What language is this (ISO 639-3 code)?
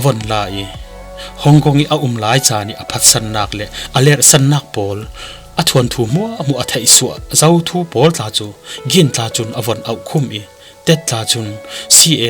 cfm